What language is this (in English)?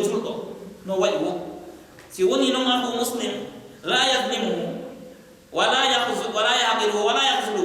Pular